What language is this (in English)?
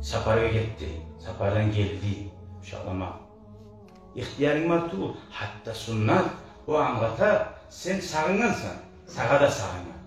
Kumyk